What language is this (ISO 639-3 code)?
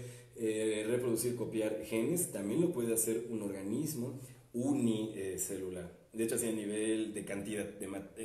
spa